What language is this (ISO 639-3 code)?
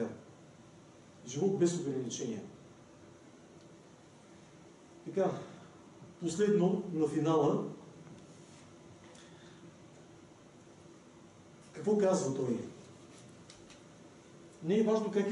bul